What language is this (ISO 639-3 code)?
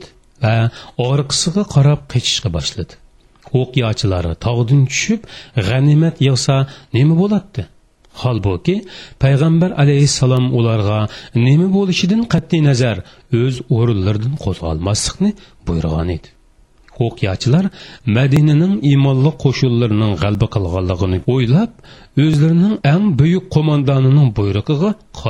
uig